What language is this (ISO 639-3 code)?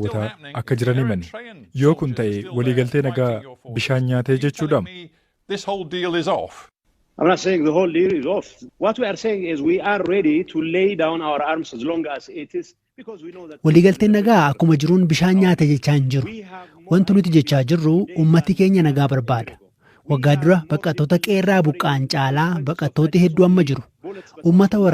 orm